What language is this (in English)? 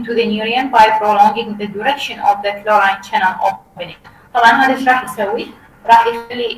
Mesopotamian Arabic